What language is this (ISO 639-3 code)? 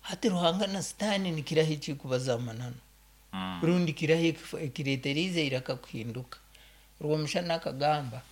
nyo